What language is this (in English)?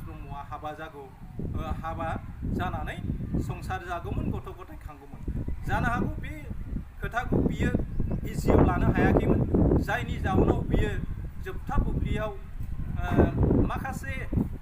Bodo